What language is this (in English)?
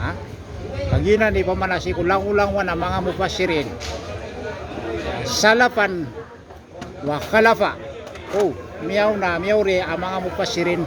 Maranao